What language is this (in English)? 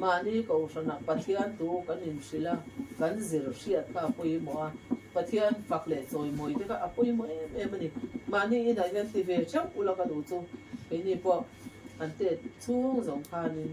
Mizo